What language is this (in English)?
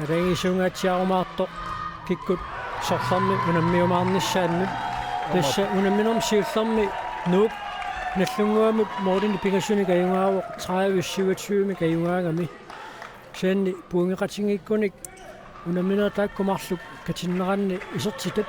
Kalaallisut